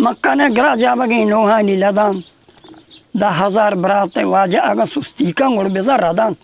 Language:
Eastern Balochi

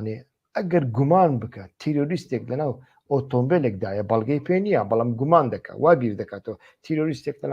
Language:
Central Kurdish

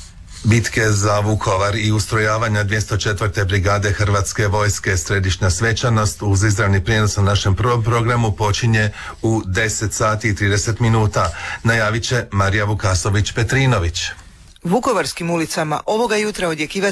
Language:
Croatian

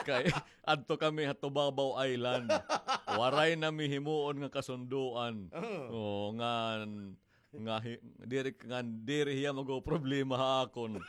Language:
Waray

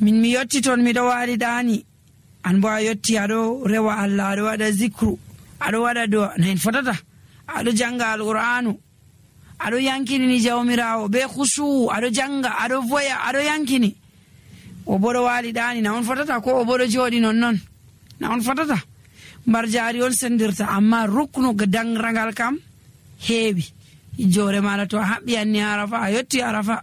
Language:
Nigerian Fulfulde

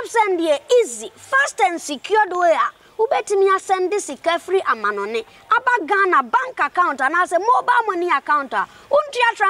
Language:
Akan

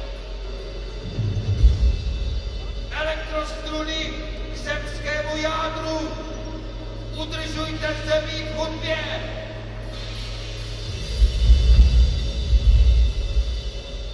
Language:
Czech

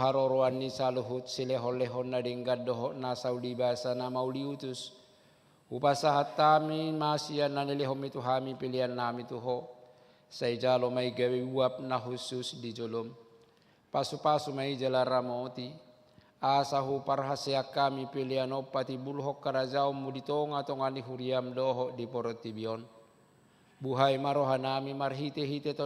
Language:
Batak Toba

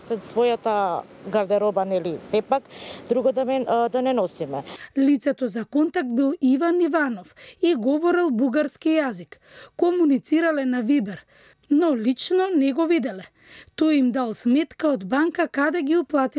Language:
Macedonian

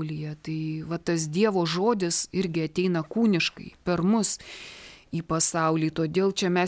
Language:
Lithuanian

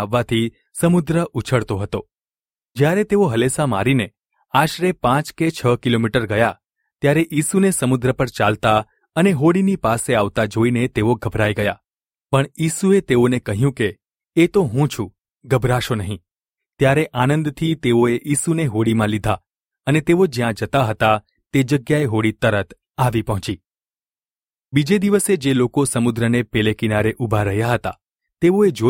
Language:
Gujarati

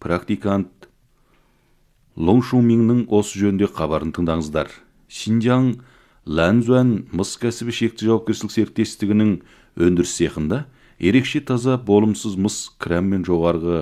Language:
Kazakh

